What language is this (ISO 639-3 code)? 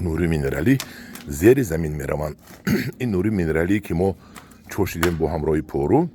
tgk